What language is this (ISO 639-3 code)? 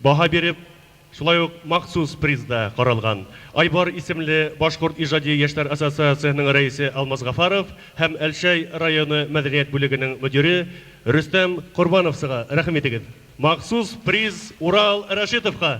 bak